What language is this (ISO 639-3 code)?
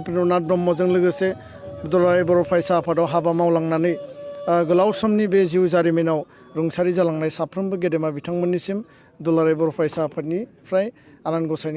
brx